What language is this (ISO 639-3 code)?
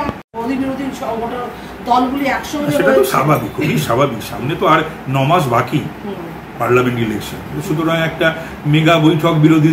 ben